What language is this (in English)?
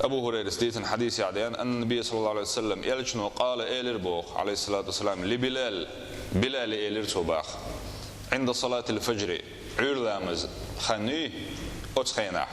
Chechen